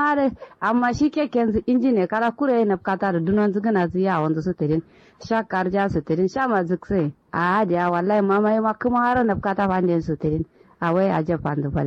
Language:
Kanuri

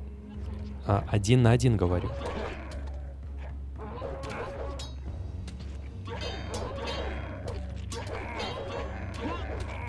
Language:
Russian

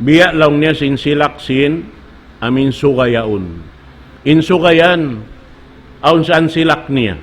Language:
Tausug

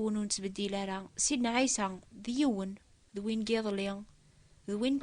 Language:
Kabyle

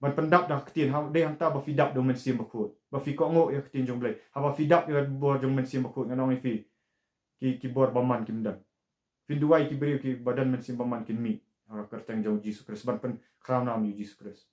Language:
Khasi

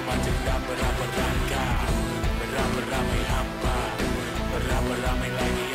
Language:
Malay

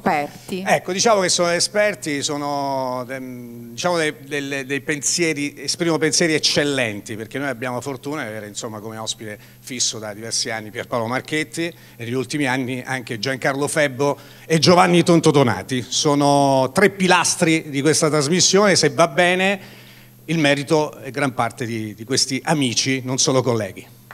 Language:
Italian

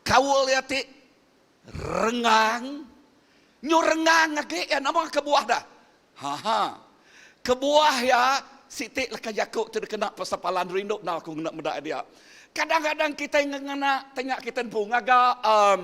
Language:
Iban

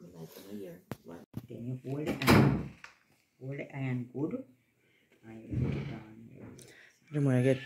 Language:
Jamaican Creole English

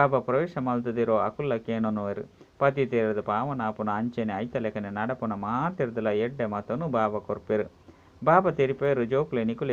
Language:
Tulu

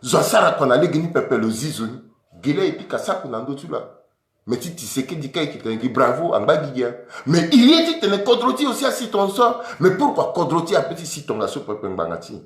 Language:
Sango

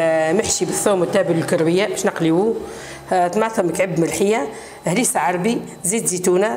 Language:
Tunisian Arabic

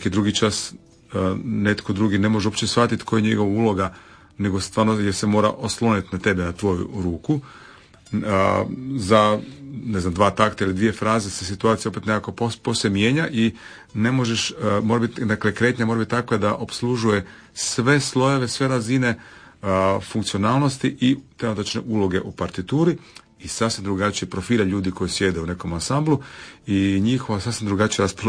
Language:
Croatian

